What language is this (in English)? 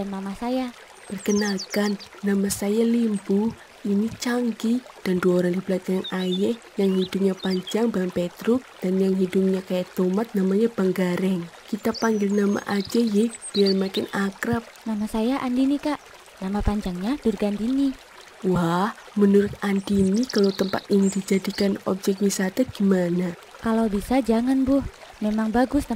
Betawi